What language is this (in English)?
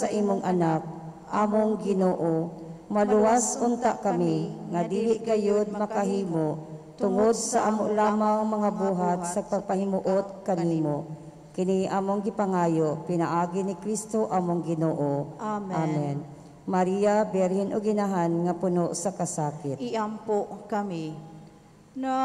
Cebuano